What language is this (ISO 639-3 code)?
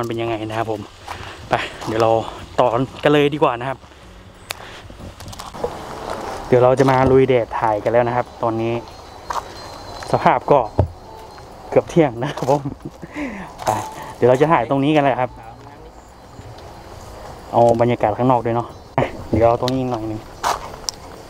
tha